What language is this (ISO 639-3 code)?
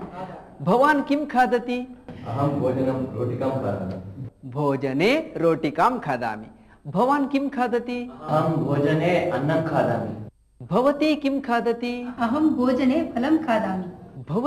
san